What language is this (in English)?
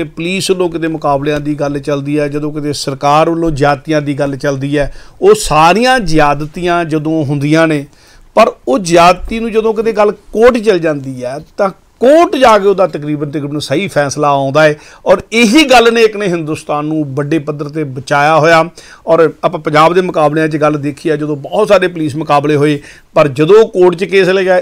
Punjabi